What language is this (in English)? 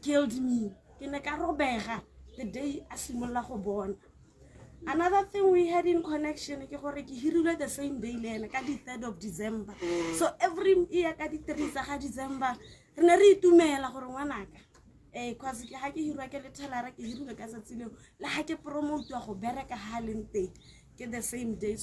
Tswana